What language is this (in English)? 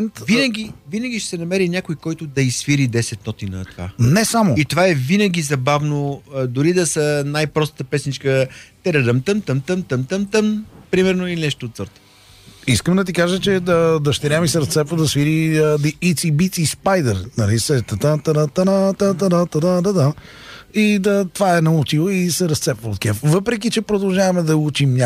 Bulgarian